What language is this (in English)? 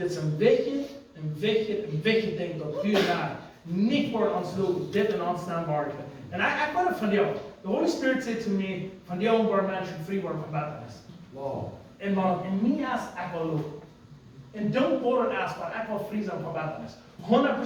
Plautdietsch